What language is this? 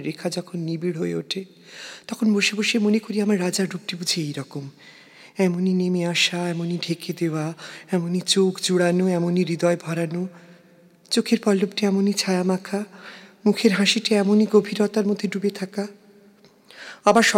Bangla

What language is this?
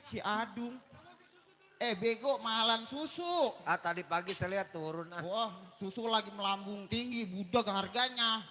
Betawi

